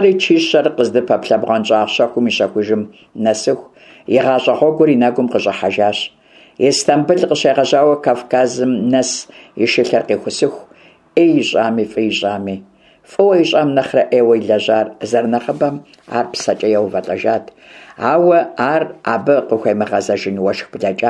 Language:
Kabardian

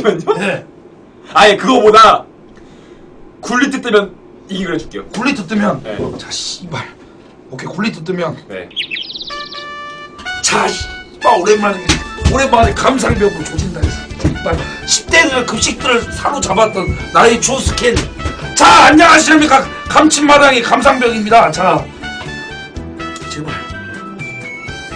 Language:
Korean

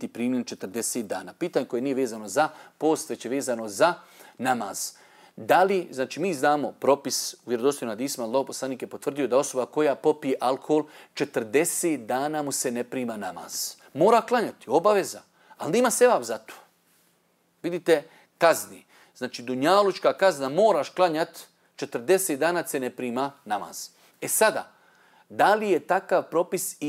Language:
Bosnian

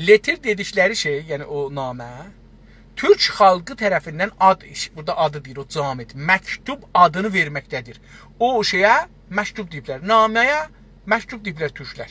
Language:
South Azerbaijani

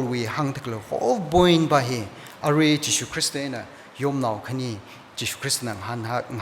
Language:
Tangkhul Naga (India)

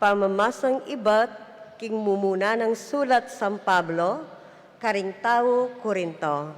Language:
Pampanga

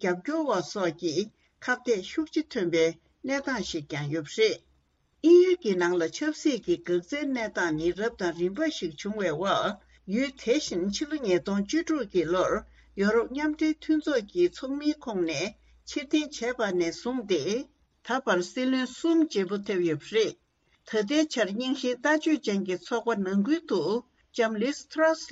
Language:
Tibetan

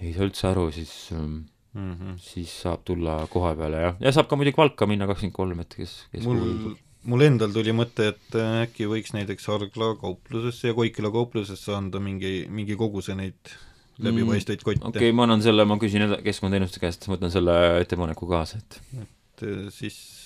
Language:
Estonian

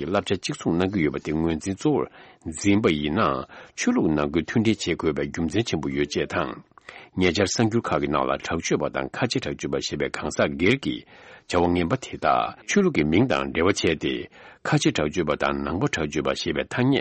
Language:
Tibetan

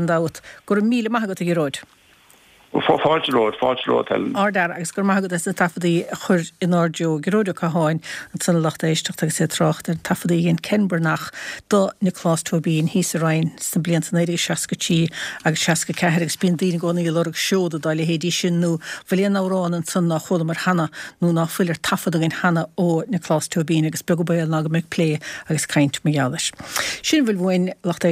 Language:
Irish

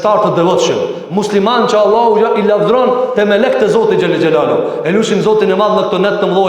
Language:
Albanian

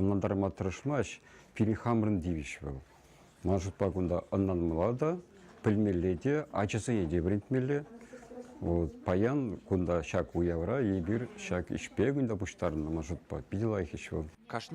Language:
Chuvash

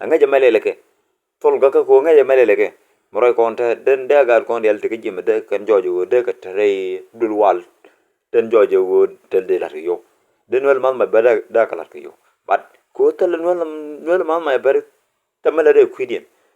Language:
Nuer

